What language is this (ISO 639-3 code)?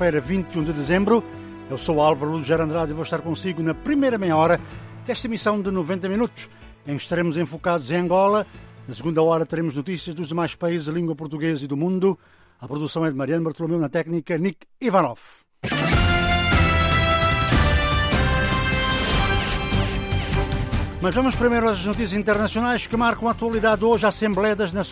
por